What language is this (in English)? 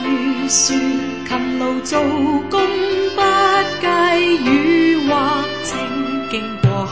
Cantonese